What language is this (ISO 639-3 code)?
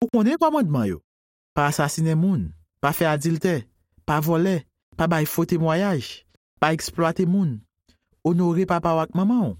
hat